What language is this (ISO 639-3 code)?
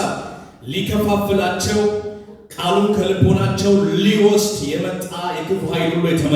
amh